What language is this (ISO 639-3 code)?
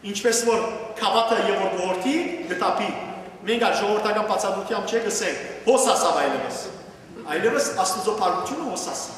hyw